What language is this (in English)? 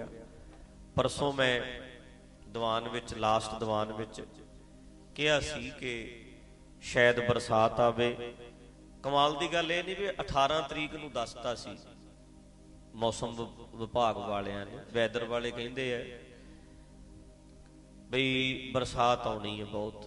Punjabi